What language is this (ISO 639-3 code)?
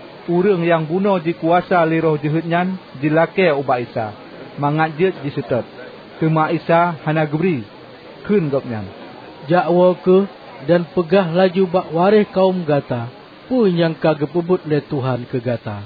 ace